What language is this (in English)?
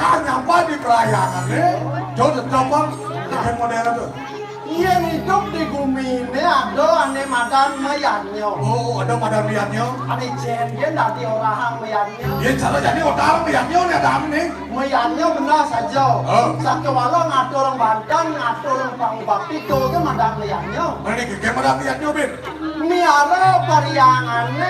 Balinese